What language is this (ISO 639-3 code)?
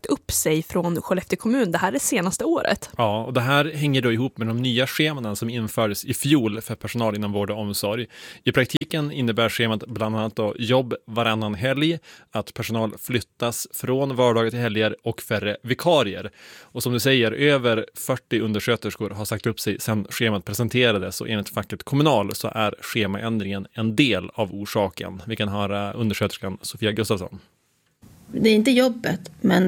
swe